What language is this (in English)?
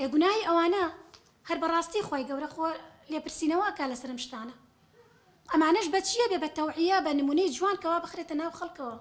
Central Kurdish